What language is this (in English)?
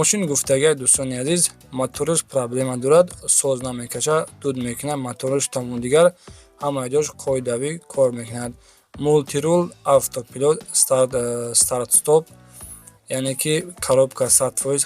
Tajik